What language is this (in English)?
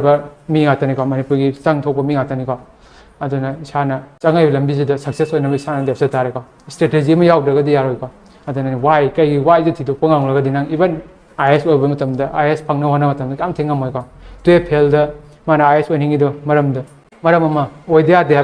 Manipuri